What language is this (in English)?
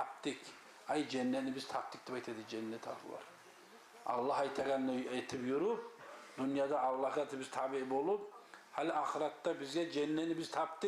Kumyk